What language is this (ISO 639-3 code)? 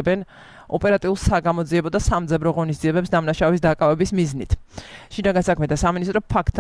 kat